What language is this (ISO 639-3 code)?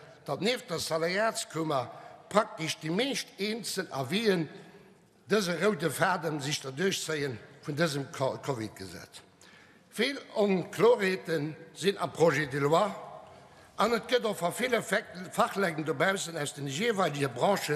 ltz